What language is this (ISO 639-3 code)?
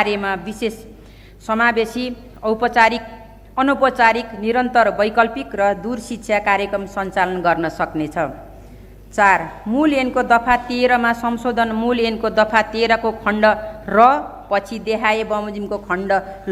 nep